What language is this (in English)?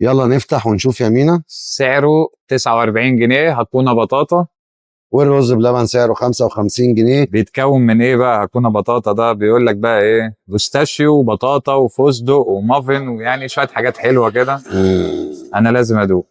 Egyptian Arabic